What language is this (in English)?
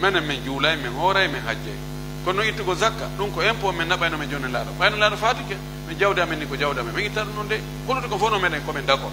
Pular